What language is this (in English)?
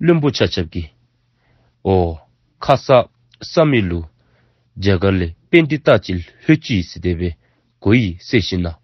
Dzongkha